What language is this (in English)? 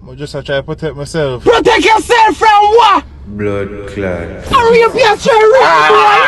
Jamaican Creole English